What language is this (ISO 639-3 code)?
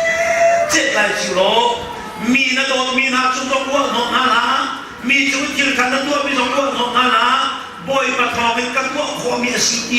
cnh